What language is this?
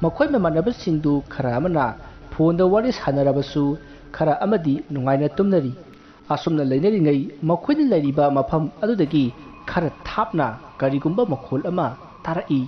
Manipuri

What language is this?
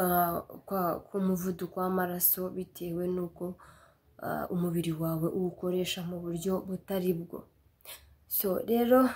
Kinyarwanda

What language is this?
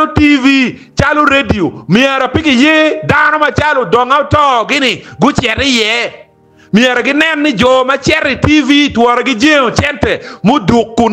Acoli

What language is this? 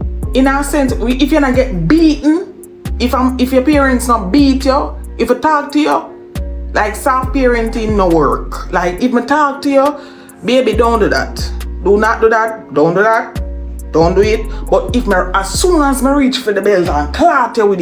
Jamaican Creole English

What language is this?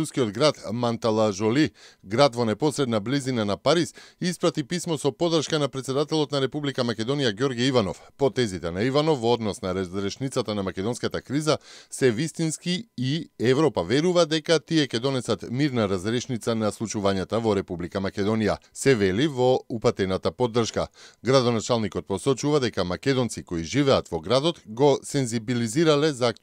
Macedonian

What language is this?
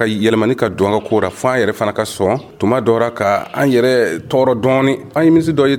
Dyula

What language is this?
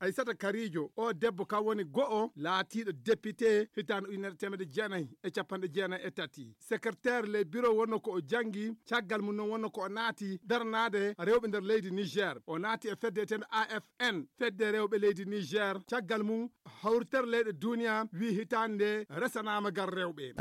Fula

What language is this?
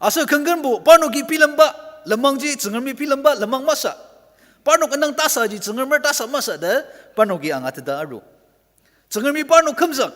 Ao Naga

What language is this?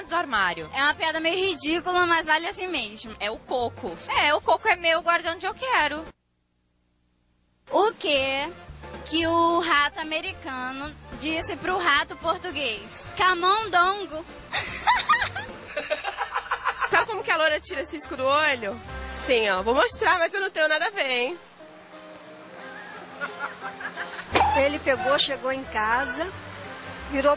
Portuguese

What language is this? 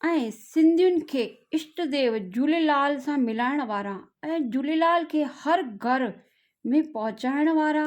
Sindhi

